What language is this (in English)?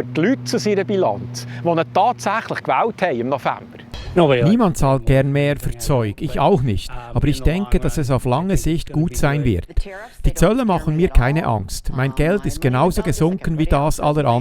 Swiss German